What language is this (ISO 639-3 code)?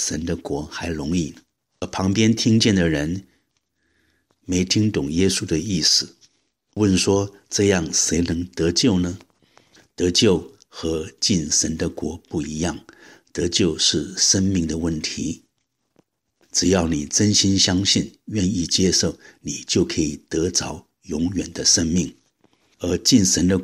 zho